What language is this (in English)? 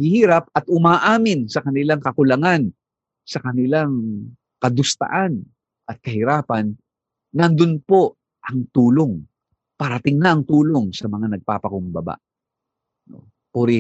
Filipino